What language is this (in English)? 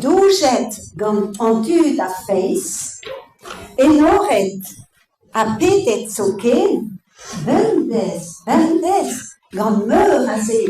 Breton